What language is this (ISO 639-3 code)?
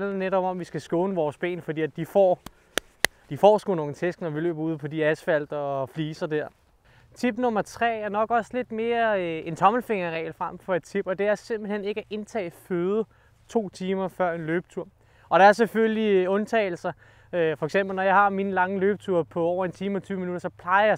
dan